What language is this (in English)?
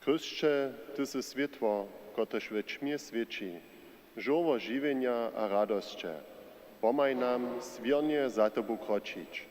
Upper Sorbian